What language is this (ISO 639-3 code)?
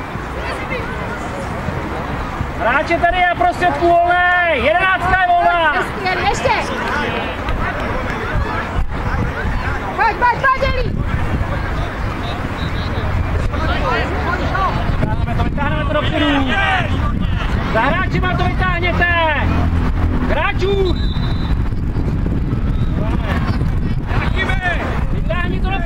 ces